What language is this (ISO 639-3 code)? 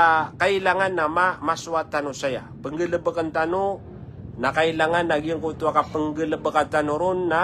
mrw